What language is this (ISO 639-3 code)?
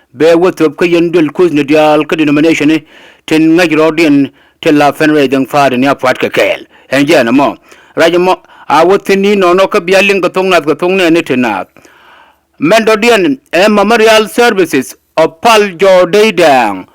nus